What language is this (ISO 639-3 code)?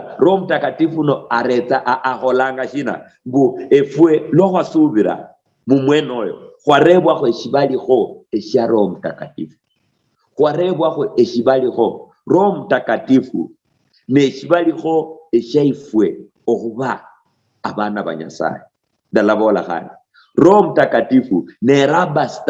luy